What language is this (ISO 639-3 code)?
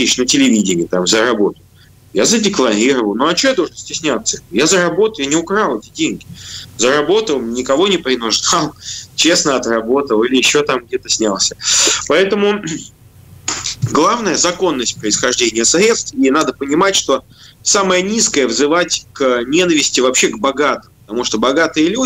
rus